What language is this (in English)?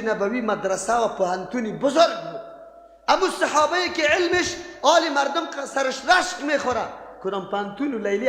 Persian